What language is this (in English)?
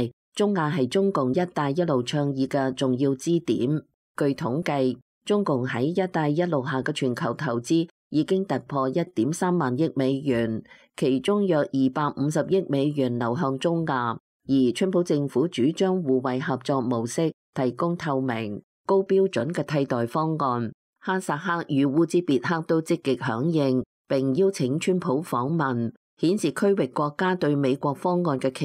Cantonese